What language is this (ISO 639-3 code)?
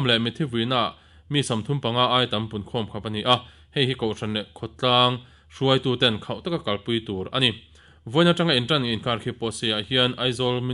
lus